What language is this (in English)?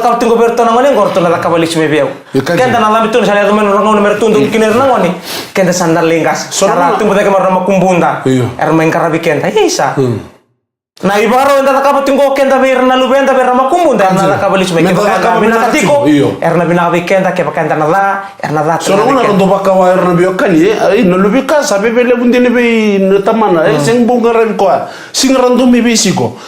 Fijian